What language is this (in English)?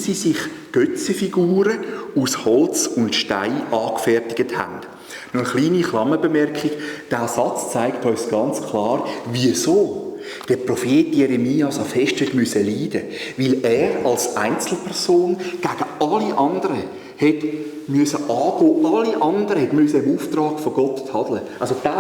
Swiss German